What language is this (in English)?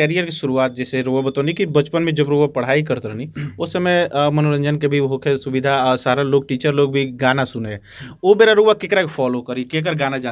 Bhojpuri